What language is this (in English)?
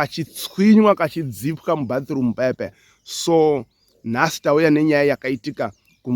Shona